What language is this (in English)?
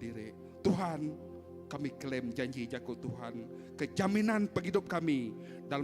Iban